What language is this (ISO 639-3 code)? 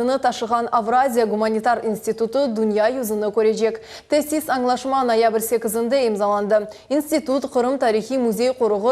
crh